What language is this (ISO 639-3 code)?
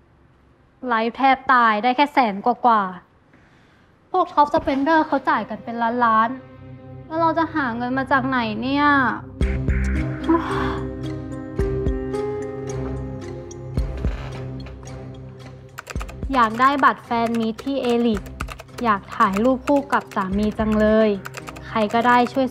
tha